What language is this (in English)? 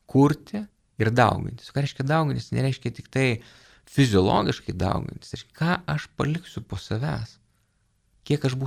Lithuanian